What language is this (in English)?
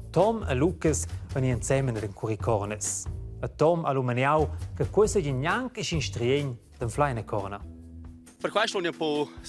Romansh